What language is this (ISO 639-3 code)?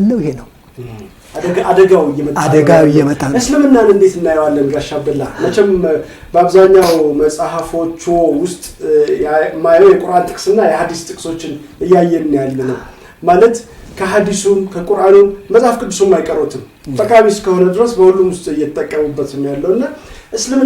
amh